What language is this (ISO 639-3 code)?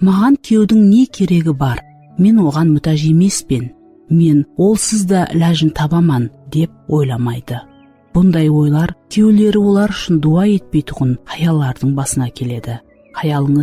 kaa